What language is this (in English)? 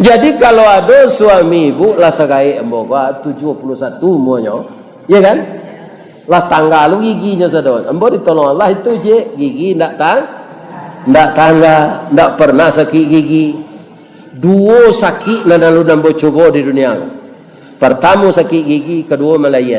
Minangkabau